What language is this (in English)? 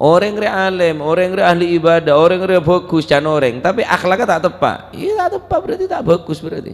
Madurese